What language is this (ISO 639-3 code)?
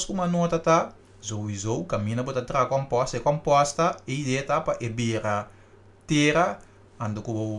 pap